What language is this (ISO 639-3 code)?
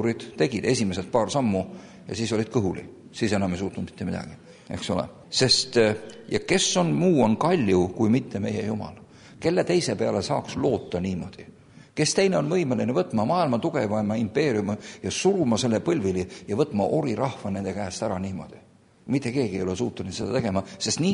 est